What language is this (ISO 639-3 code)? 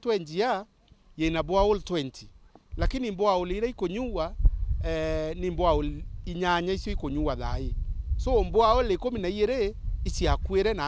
mer